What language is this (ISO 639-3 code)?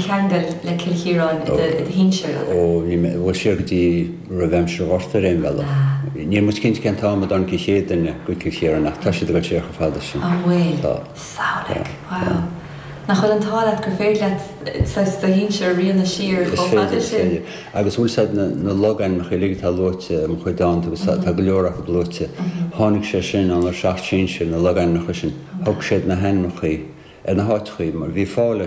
gle